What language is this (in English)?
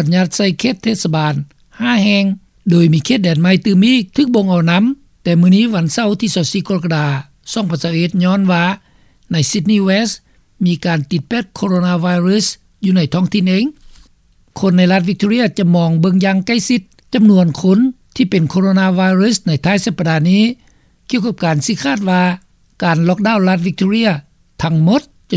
Lao